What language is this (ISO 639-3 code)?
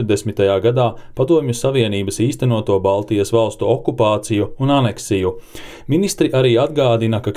lav